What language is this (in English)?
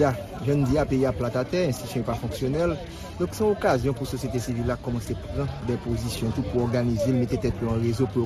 Haitian Creole